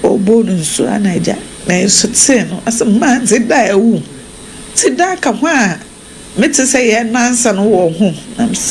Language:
Akan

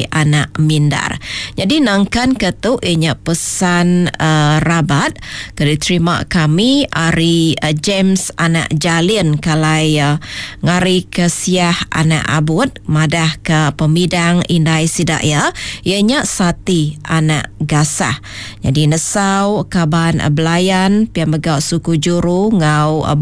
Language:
Iban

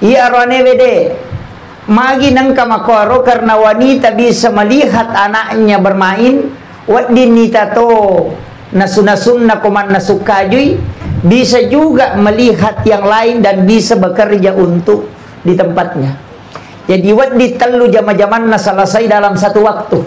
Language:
Buginese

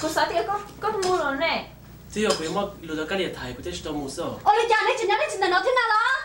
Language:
Hmong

